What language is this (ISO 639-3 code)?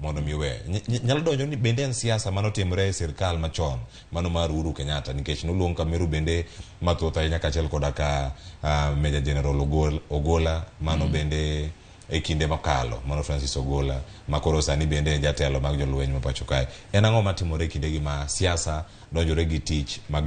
luo